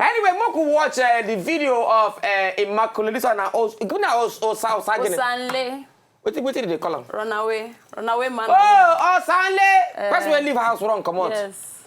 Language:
Nigerian Pidgin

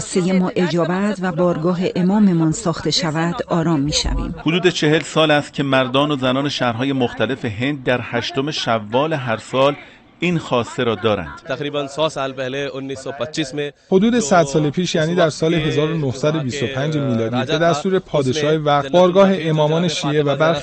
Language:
Tajik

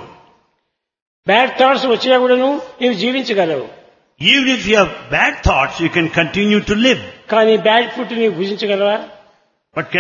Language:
Telugu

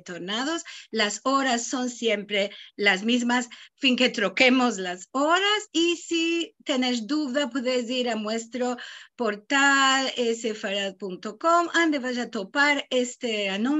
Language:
Ladino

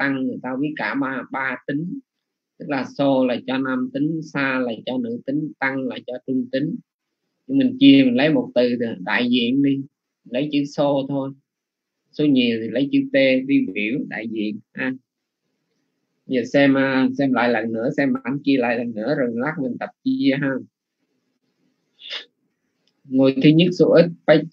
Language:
Vietnamese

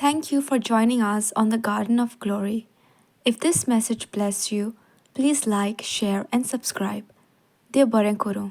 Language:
Konkani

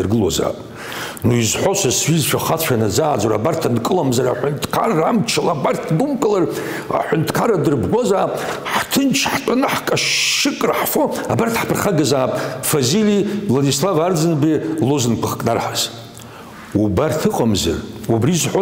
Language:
Abkhazian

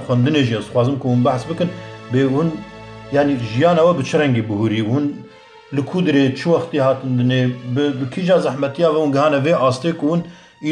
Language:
Kurdish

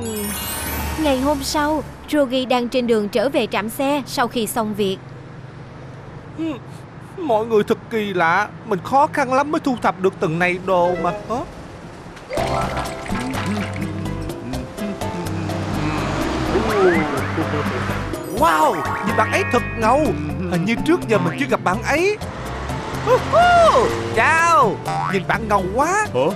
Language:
Vietnamese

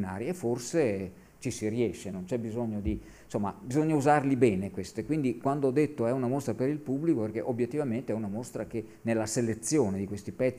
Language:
Italian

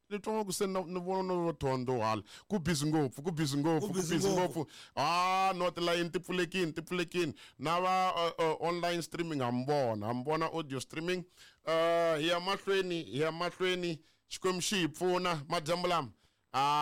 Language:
Tsonga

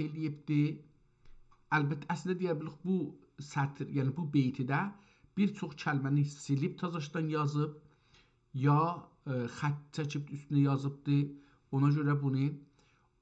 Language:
South Azerbaijani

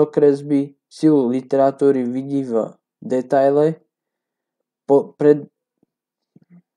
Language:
Slovak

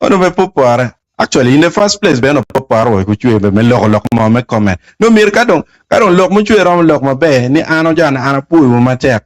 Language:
Acoli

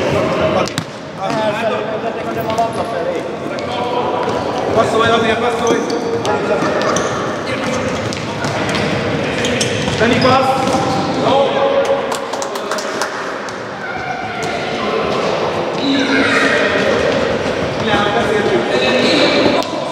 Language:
Hungarian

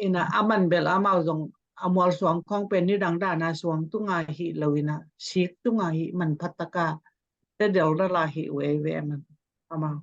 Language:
Tedim Chin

